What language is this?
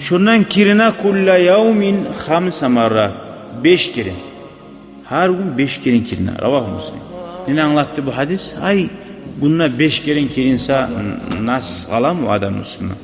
Kumyk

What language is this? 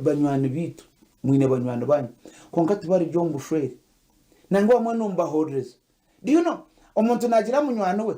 Nyankole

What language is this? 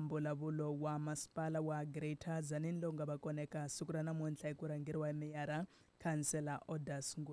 Tsonga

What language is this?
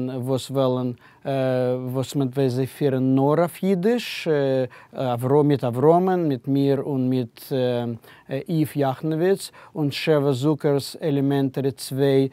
Yiddish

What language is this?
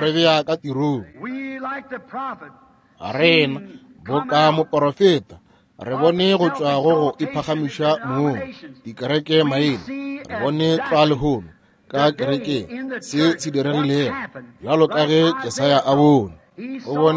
Northern Sotho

